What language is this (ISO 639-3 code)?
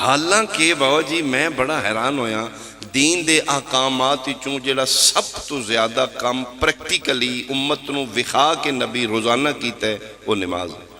phr